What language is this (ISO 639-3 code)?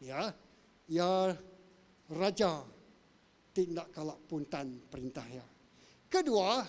iba